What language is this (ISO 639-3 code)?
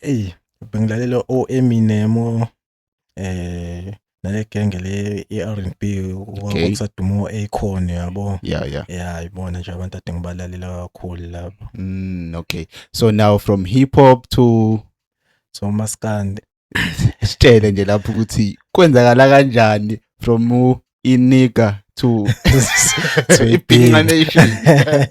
zul